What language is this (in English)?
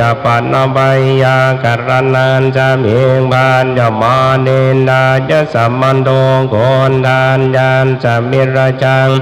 Pali